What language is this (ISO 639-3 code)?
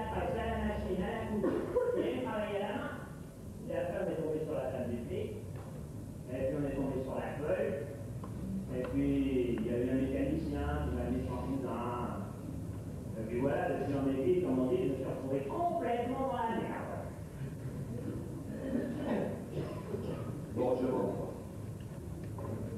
fra